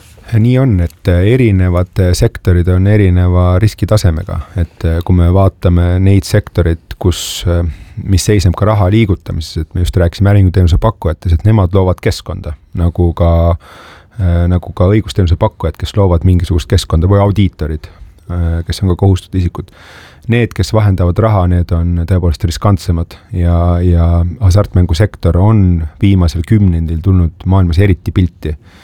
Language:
Estonian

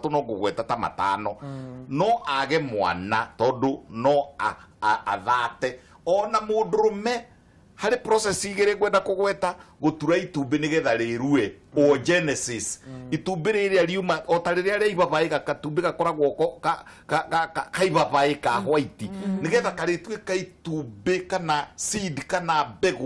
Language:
Kikuyu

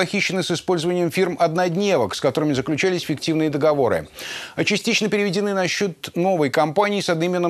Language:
Russian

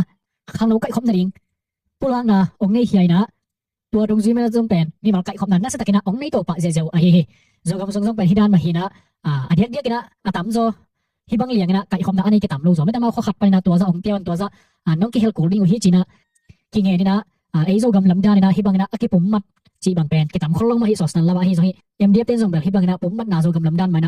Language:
Tedim Chin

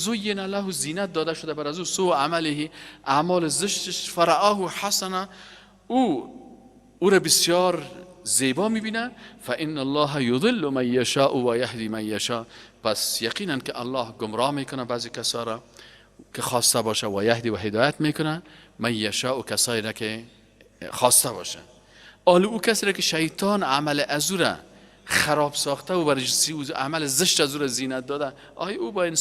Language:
Persian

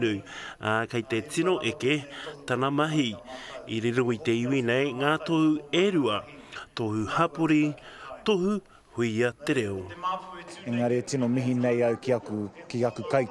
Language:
Māori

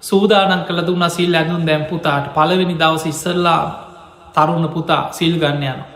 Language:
Sinhala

